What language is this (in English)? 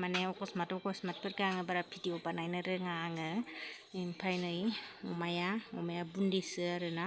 Bodo